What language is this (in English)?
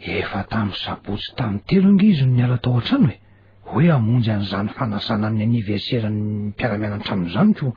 Malagasy